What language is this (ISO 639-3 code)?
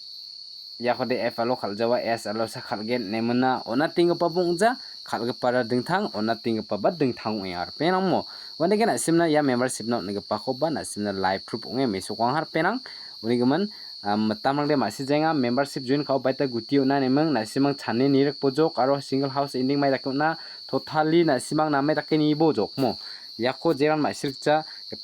grt